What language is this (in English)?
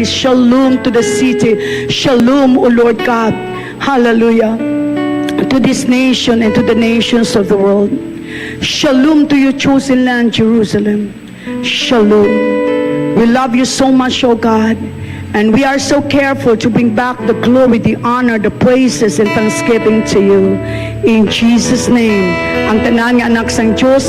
Hiligaynon